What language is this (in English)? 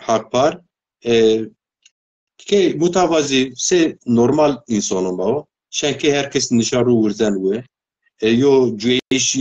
Zaza